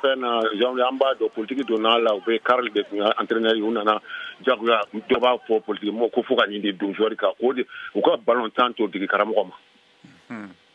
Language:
Bambara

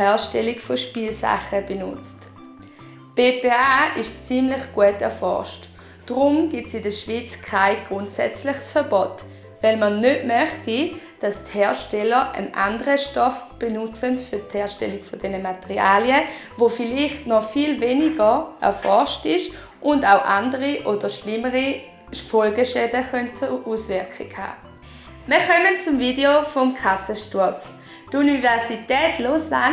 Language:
Swiss German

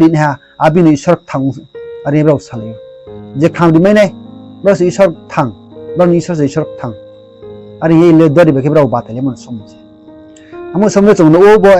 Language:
Riang (India)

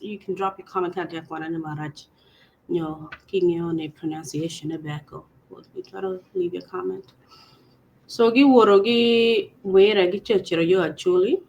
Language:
Acoli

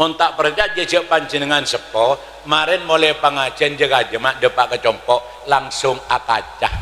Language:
Madurese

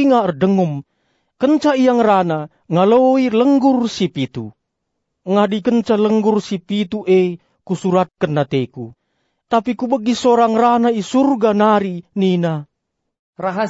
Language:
Batak Karo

